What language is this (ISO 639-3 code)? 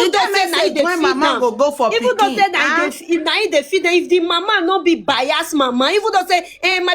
pcm